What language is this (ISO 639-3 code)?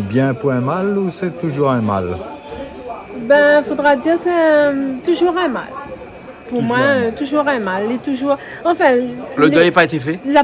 rcf